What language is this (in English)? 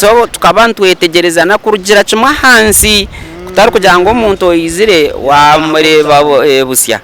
Nyankole